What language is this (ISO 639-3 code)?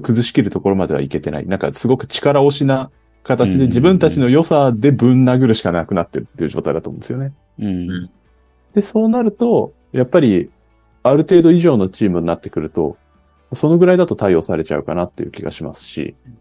jpn